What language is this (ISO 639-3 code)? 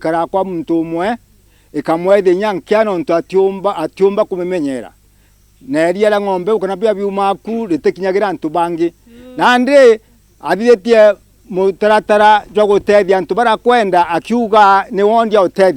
mer